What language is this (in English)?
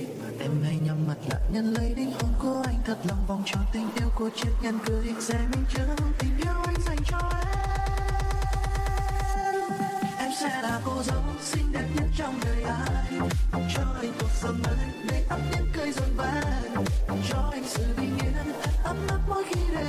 Vietnamese